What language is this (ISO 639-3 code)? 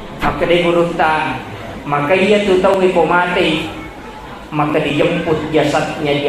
bug